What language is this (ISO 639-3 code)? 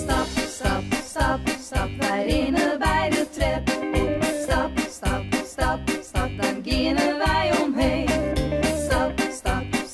fry